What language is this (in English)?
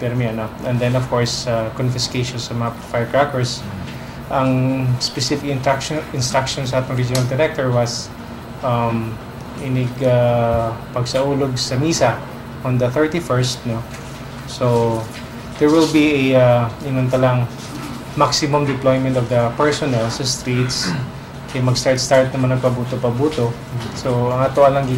Cebuano